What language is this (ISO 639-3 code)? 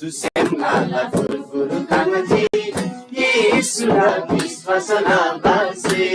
taj